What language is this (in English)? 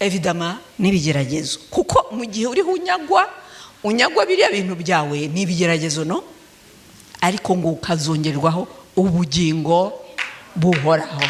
Kinyarwanda